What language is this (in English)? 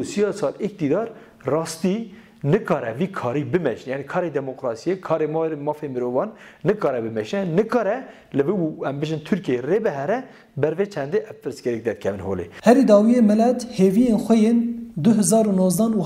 Kurdish